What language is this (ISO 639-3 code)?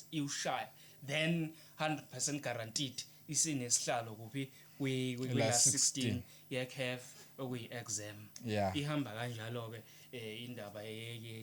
zul